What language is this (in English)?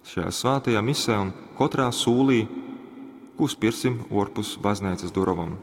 Latgalian